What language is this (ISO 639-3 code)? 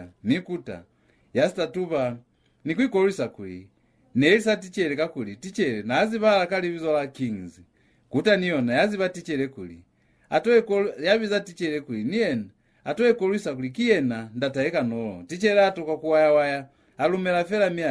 loz